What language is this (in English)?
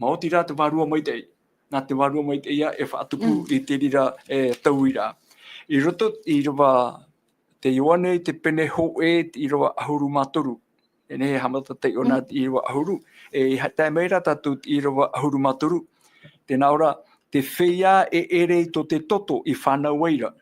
Tahitian